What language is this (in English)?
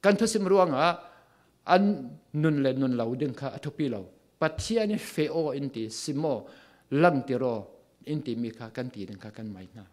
Falam Chin